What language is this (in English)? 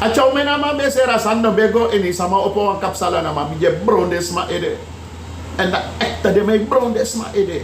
Sranan Tongo